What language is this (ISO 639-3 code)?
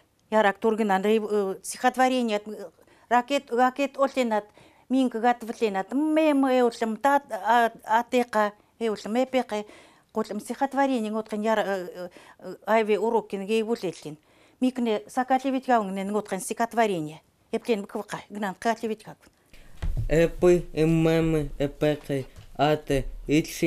ckt